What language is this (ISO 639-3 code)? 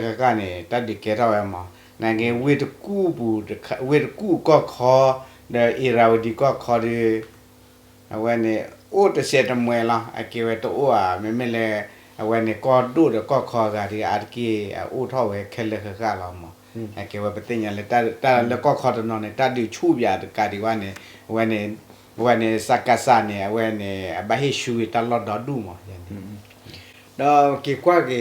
ksw